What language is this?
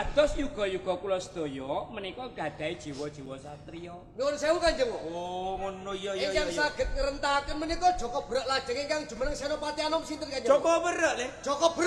Javanese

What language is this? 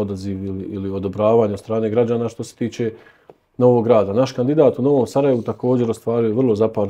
Bosnian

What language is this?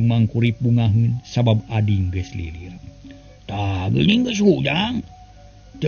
Sundanese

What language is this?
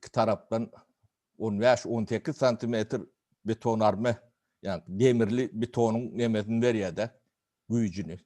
Turkmen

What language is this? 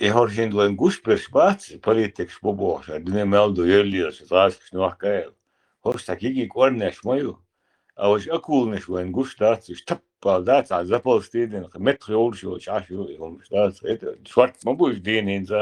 Chechen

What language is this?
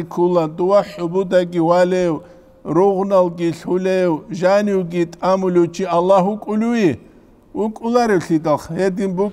Avaric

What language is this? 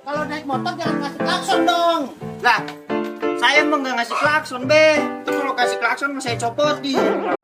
Betawi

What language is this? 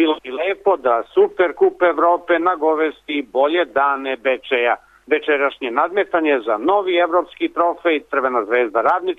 Serbian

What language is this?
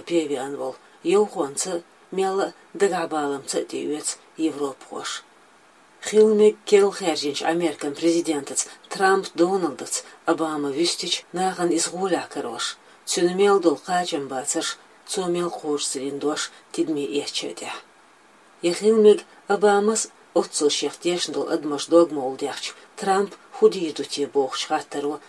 Chechen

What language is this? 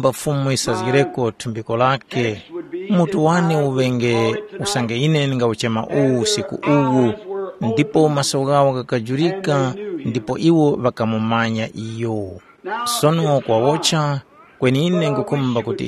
Tumbuka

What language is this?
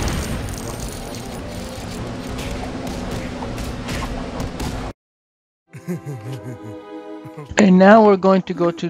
English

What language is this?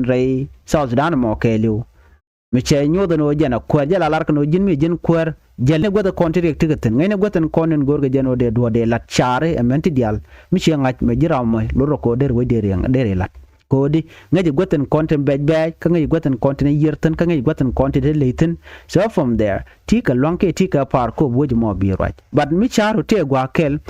Nuer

